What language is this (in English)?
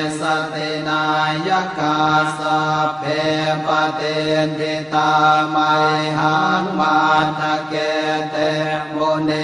Pali